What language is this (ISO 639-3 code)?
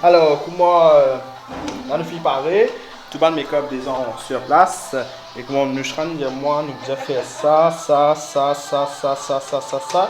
mfe